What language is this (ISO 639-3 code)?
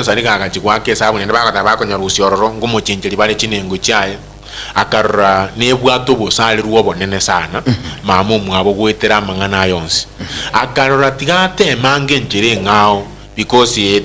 guz